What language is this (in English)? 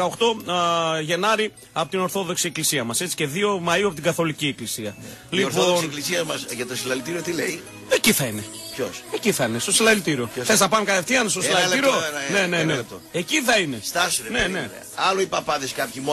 Greek